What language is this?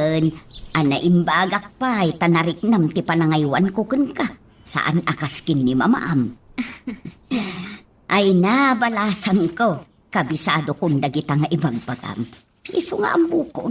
Iloko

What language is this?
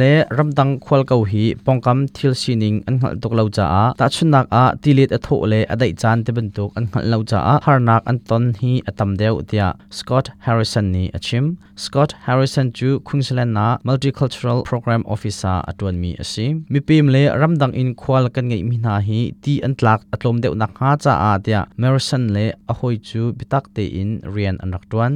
Hakha Chin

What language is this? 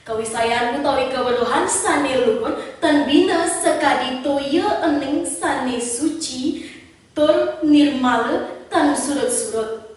Balinese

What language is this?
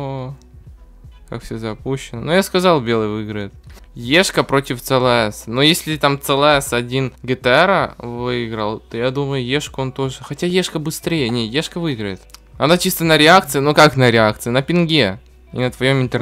Russian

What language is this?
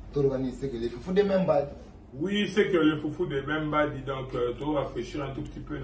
Lingala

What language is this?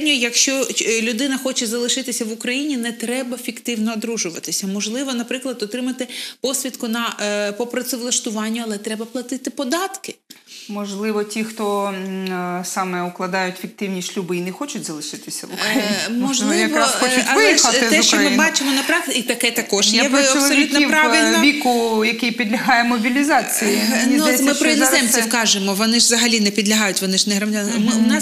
Ukrainian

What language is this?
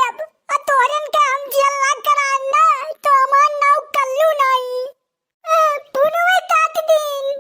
Awadhi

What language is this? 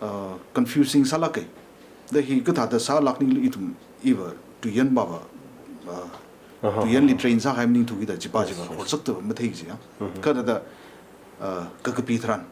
Tangkhul Naga (India)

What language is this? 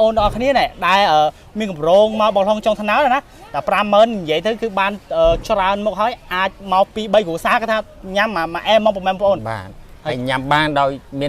Khmer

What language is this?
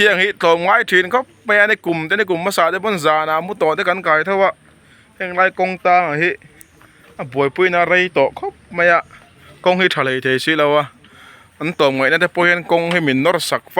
Mizo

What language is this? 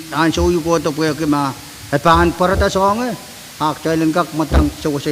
Pohnpeian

